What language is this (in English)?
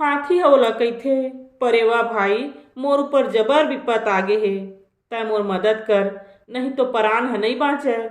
Chhattisgarhi